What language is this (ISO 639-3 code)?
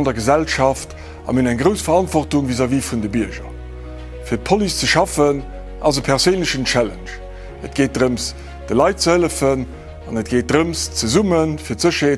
ltz